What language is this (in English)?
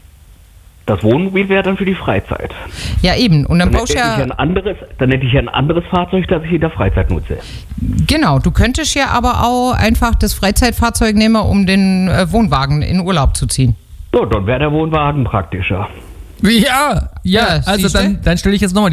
German